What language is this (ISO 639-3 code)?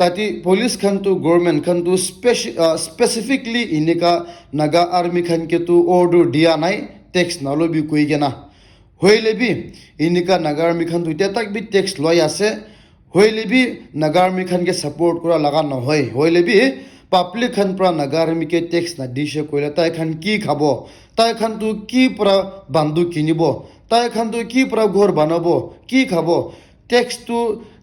nag